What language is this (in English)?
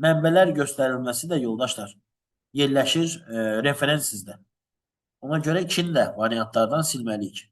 Azerbaijani